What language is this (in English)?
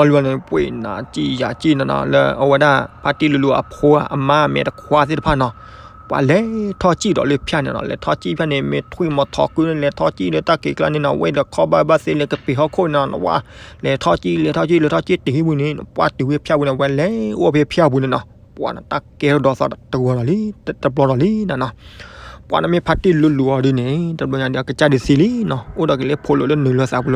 S'gaw Karen